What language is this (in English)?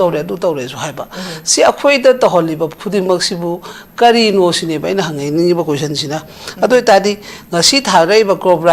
Manipuri